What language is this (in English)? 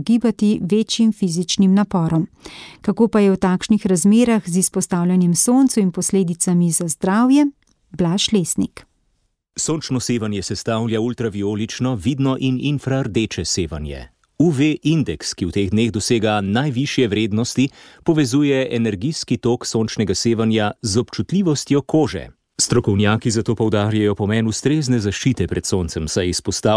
Slovenian